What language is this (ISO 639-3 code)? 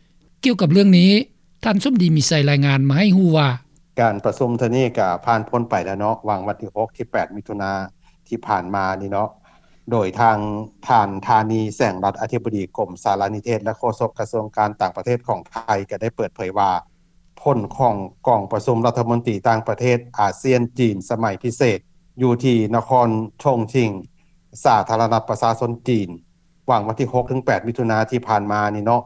lao